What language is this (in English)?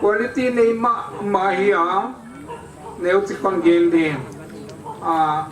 Tedim Chin